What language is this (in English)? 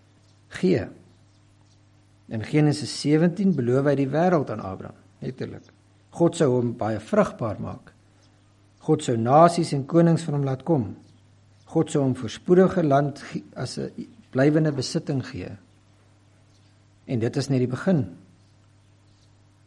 Afrikaans